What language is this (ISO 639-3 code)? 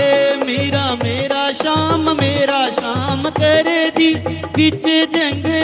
doi